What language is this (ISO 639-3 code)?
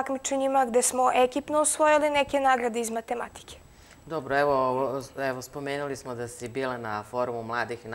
srp